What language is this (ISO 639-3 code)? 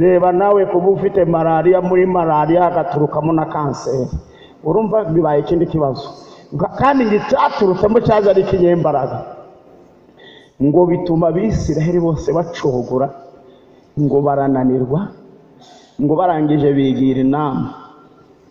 kin